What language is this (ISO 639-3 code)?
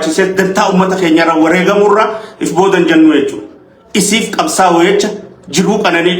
orm